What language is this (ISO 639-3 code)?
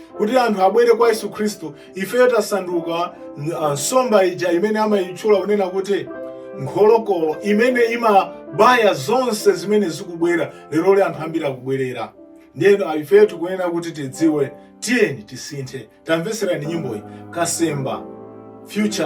nya